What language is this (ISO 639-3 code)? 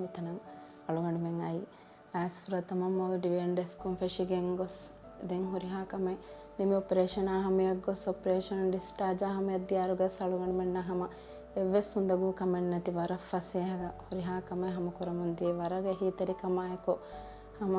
div